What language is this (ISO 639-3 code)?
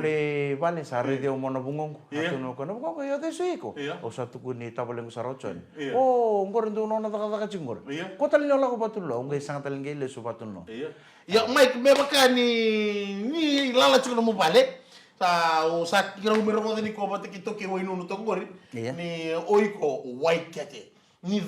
fij